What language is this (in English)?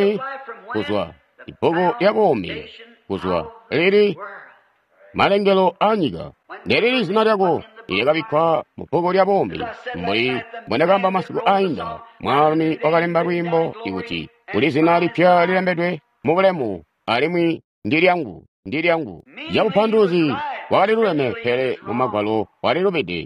Tonga (Zambia)